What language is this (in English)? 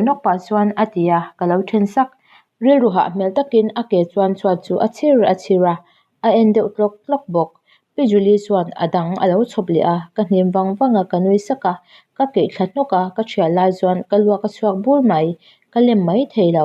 Mizo